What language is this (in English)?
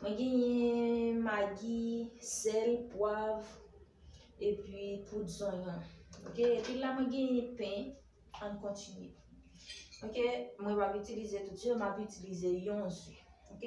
Haitian Creole